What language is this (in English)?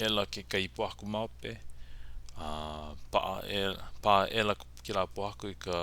Hawaiian